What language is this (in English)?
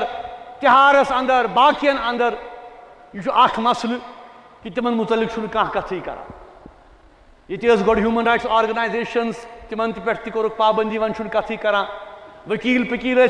Kashmiri